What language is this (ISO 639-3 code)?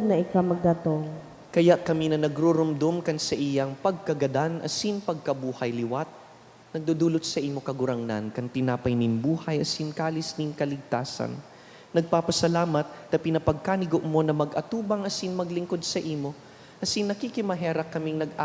bik